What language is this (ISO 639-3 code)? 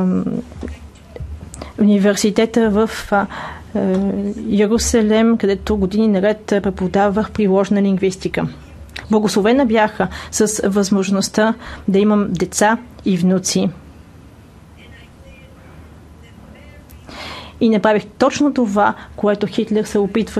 bul